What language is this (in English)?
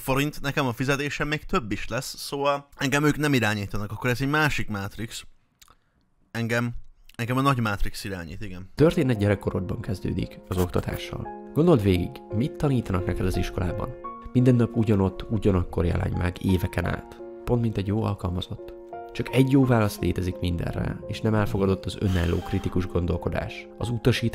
Hungarian